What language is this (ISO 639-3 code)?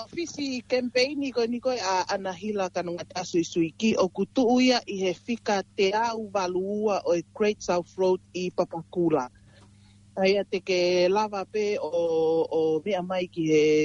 ton